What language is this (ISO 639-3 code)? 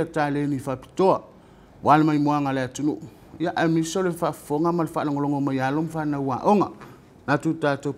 smo